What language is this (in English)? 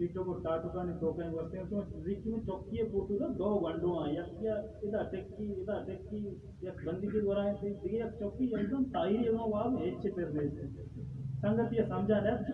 Baluchi